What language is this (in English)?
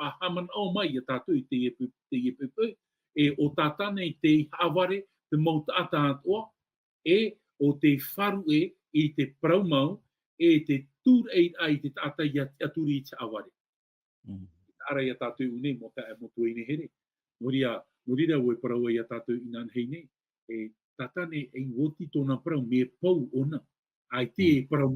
Tahitian